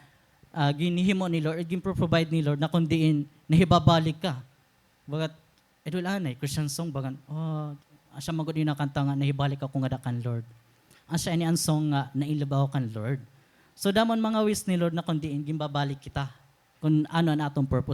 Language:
Waray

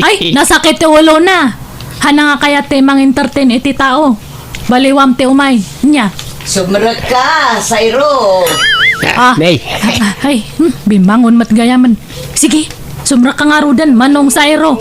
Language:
Iloko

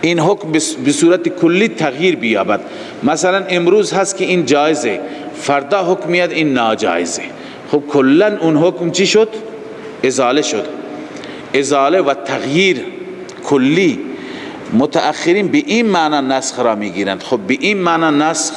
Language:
Persian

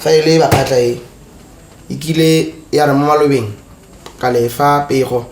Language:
Tswana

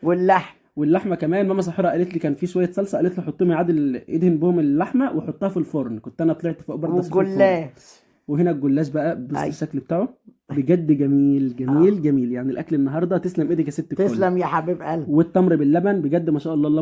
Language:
Egyptian Arabic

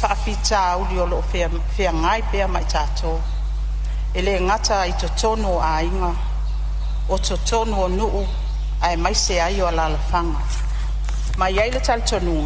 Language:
Samoan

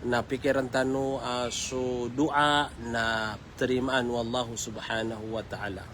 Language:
Maranao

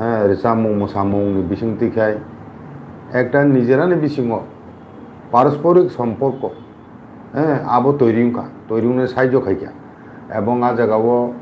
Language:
Kok Borok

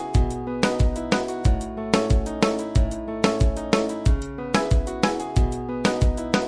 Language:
Swahili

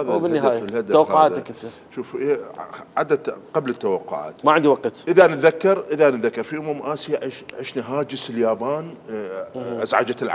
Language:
Mesopotamian Arabic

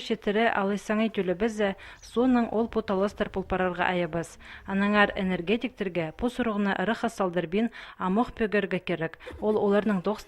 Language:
Khakas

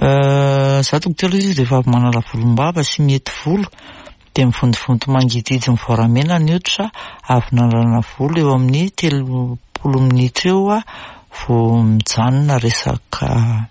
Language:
Malagasy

